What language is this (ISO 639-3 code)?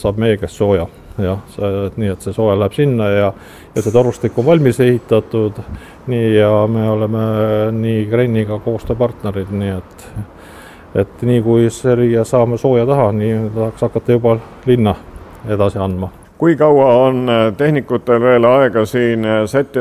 est